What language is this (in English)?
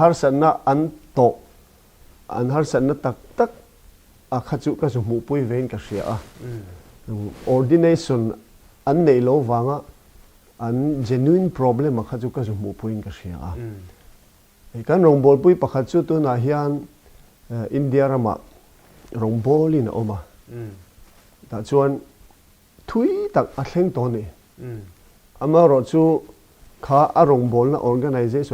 Mizo